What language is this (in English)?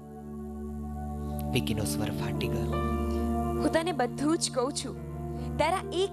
Gujarati